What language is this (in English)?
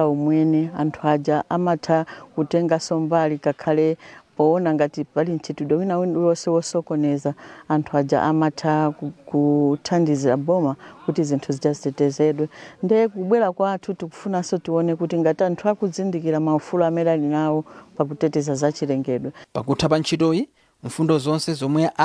Nyanja